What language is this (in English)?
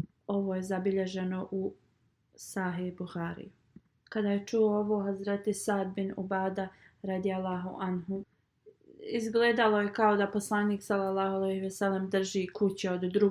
Bosnian